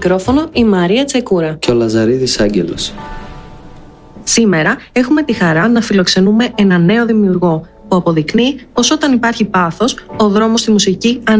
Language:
Greek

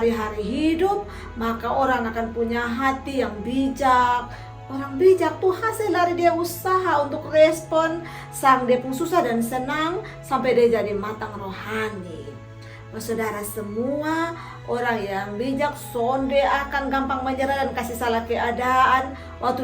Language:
Kupang Malay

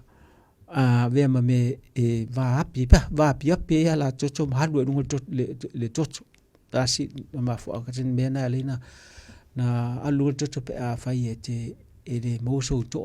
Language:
Samoan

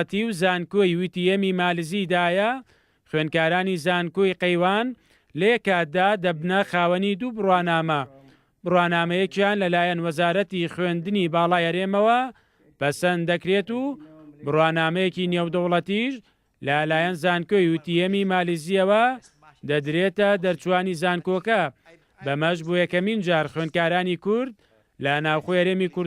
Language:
Central Kurdish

